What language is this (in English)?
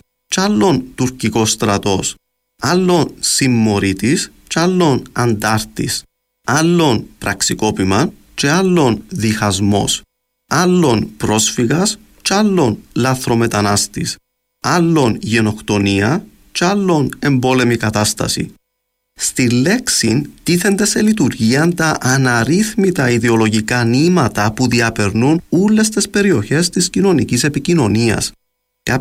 Greek